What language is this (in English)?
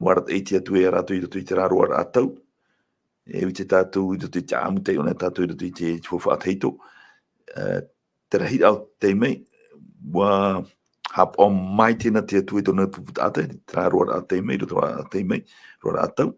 Tahitian